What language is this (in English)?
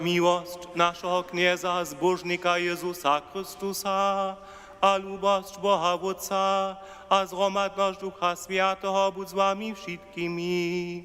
Upper Sorbian